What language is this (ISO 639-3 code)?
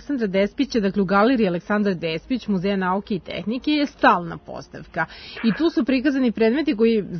srp